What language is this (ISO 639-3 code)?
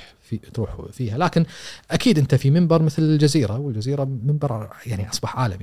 afb